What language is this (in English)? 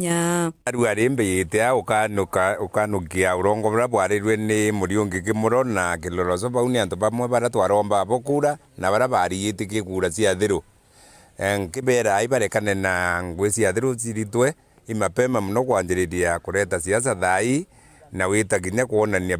Meru